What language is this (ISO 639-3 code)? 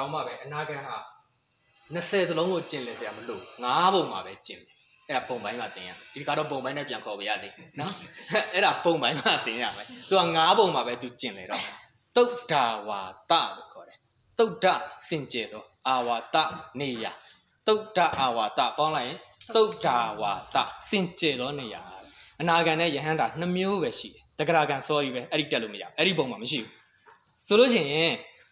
mya